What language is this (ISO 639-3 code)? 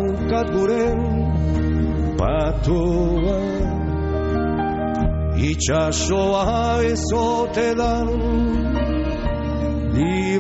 eus